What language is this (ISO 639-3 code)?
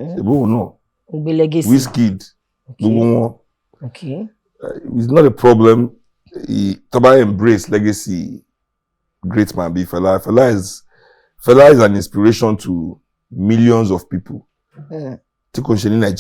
yor